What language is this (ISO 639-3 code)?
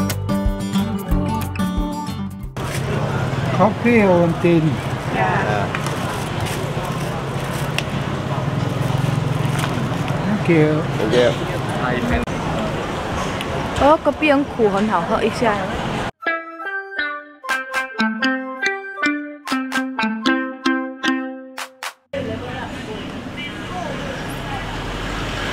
zho